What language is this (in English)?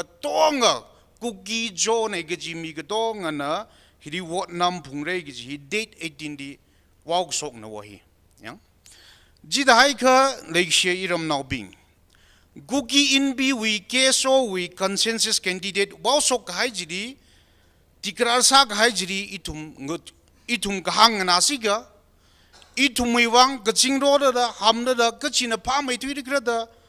Tangkhul Naga (India)